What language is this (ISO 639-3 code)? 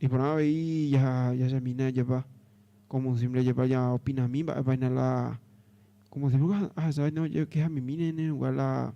grn